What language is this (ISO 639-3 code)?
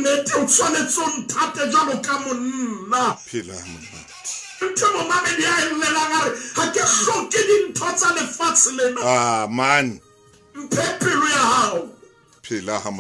sot